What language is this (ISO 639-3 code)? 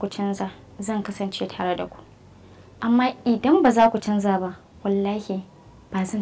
hau